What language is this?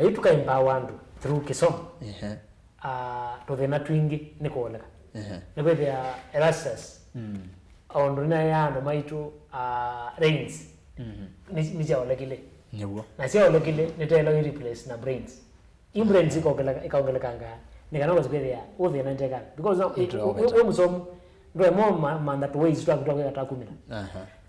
Kamba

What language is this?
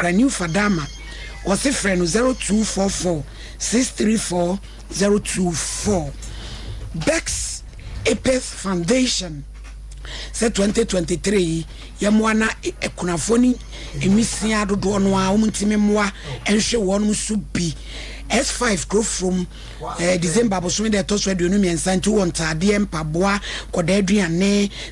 Akan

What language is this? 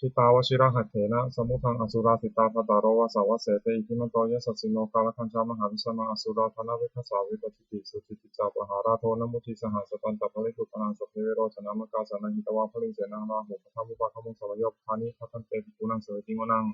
Pali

